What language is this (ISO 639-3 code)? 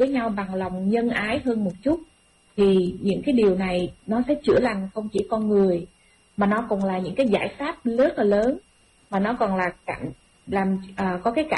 vie